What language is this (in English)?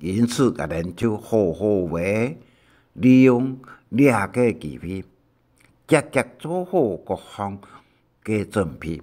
Hakka Chinese